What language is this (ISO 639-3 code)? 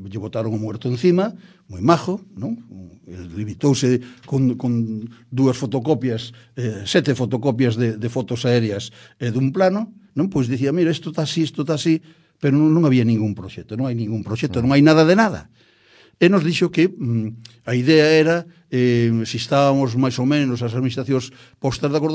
glg